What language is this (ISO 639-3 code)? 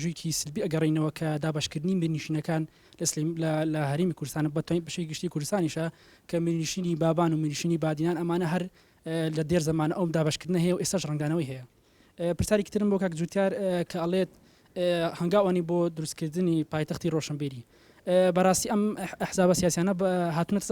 ckb